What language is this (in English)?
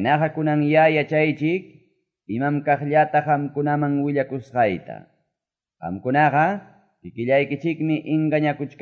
Quechua